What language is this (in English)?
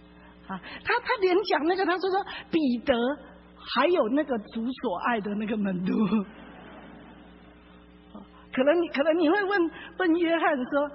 Chinese